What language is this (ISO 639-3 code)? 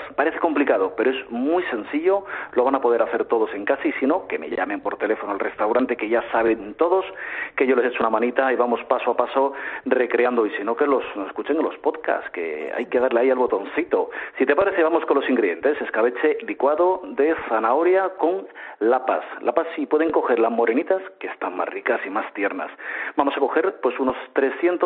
spa